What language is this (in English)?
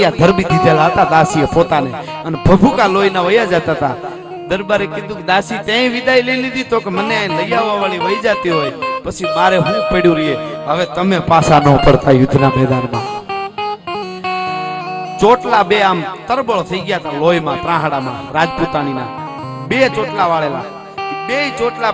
Gujarati